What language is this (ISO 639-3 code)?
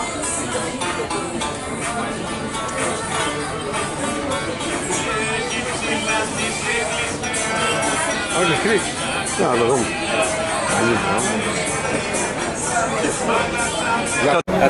nld